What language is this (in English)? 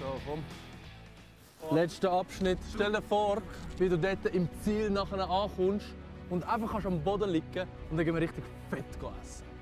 Swiss German